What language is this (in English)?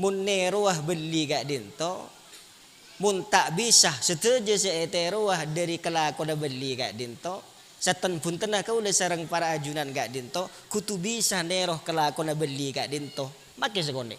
Madurese